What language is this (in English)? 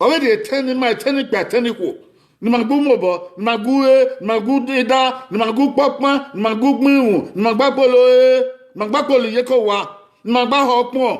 Bini